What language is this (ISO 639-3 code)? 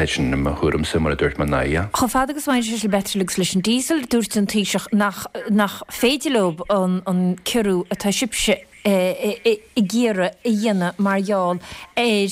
gle